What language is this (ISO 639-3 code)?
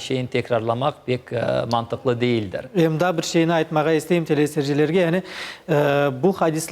crh